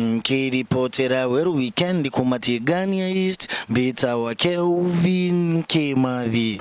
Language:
Meru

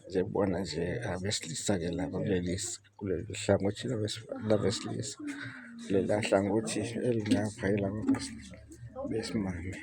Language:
Zulu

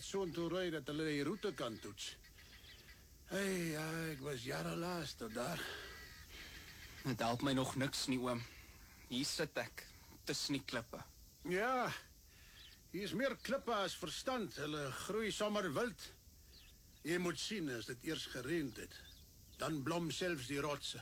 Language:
Afrikaans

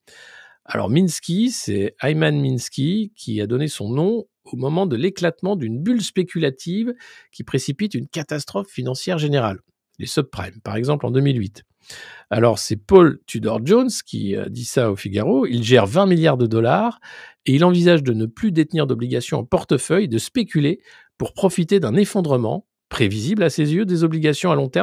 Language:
French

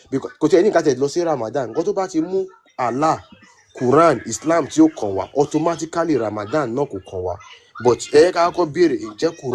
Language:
Yoruba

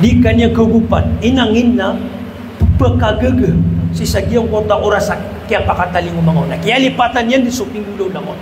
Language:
Maranao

